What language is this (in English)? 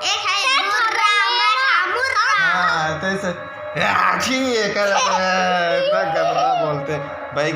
Chhattisgarhi